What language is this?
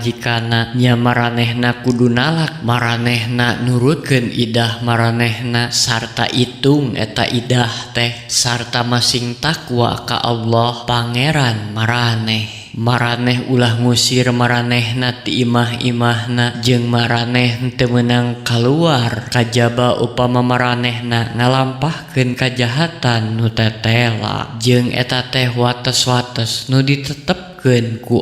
Sundanese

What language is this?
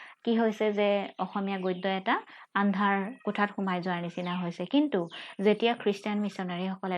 Assamese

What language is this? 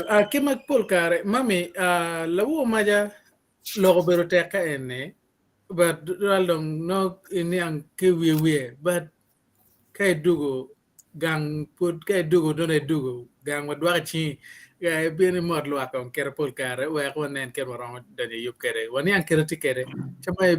Acoli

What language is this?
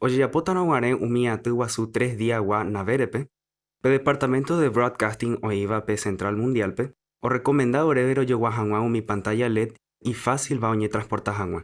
Guarani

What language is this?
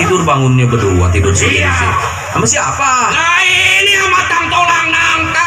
Betawi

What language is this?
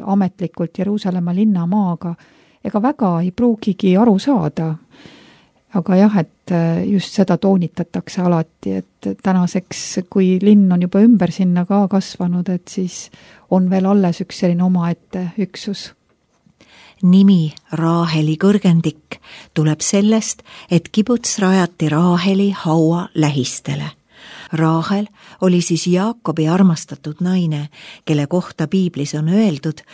Estonian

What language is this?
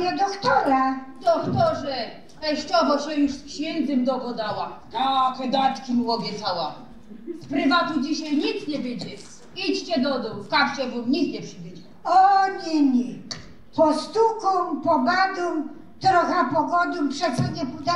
Silesian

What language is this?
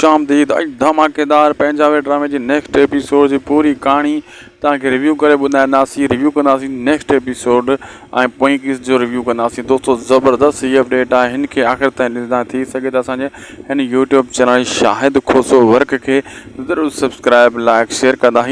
Sindhi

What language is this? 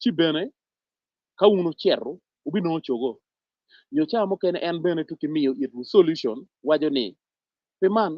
Acoli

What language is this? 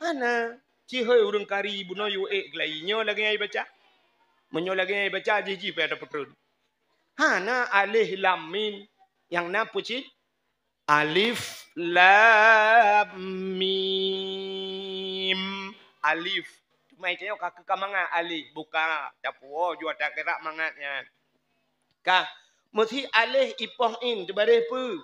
Achinese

